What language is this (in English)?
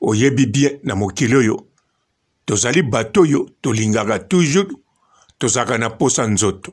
Lingala